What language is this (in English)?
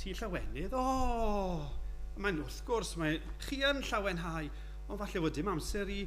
Welsh